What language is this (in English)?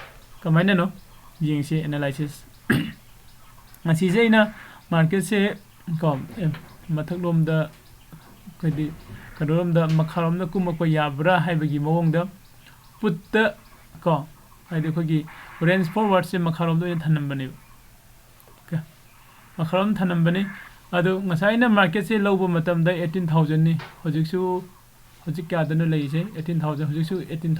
Manipuri